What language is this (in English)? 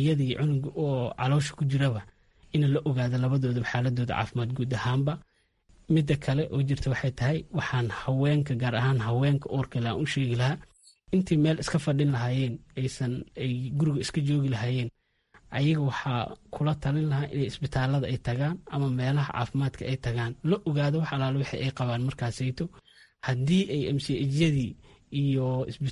Somali